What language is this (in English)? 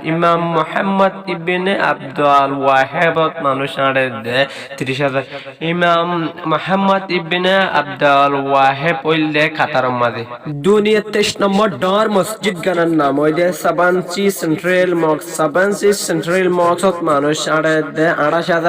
Rohingya